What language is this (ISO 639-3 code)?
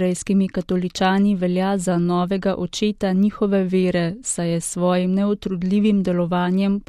slv